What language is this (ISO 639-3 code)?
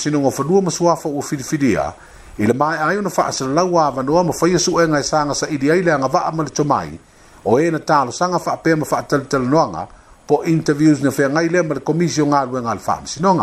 smo